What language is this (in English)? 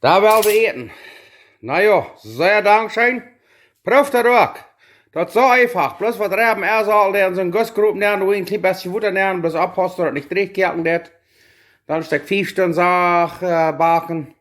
Plautdietsch